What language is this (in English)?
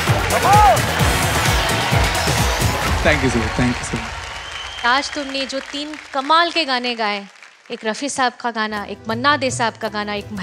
Hindi